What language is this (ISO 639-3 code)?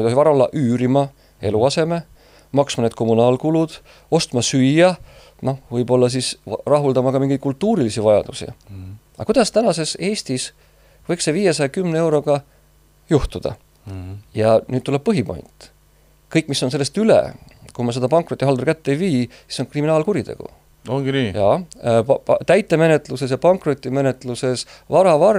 est